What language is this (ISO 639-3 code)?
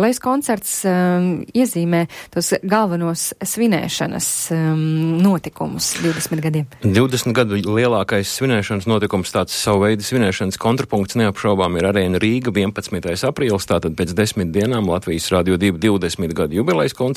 lav